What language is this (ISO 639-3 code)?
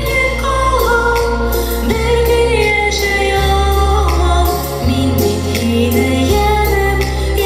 bak